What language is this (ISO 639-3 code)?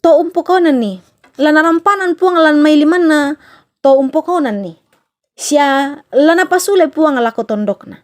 sda